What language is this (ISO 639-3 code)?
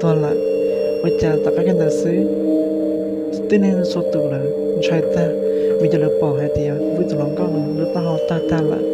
hmn